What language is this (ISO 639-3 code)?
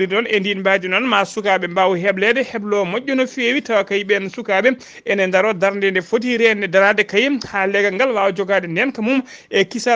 ful